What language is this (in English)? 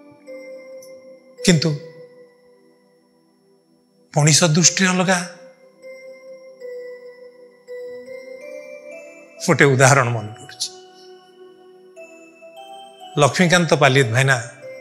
Odia